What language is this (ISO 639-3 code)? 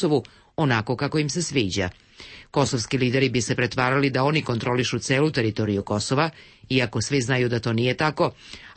hrv